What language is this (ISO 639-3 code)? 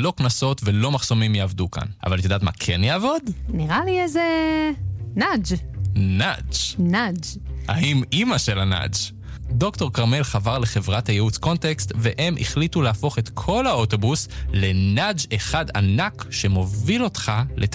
heb